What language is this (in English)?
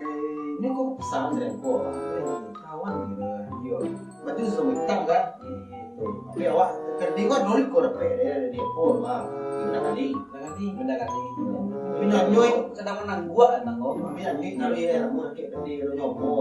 Minangkabau